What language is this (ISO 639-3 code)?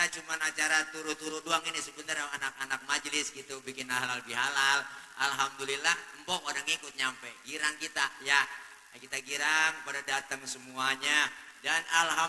bew